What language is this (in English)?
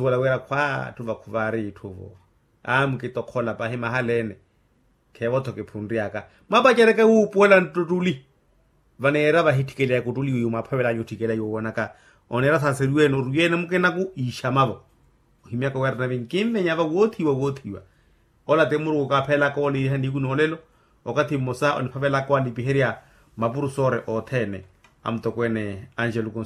Makhuwa